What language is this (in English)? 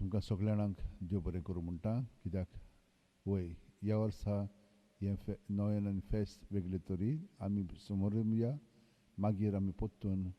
Konkani